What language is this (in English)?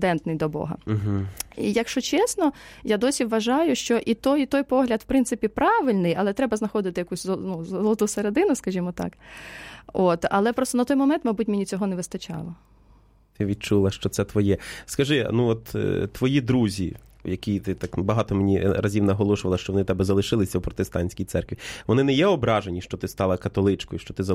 Ukrainian